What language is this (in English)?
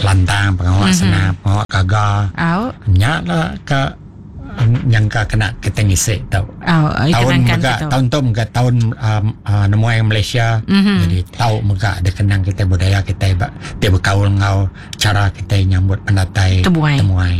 Iban